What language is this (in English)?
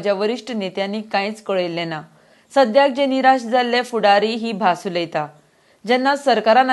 Konkani